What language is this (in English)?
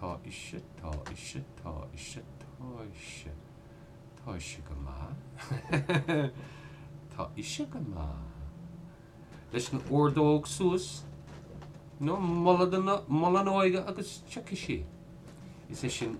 Irish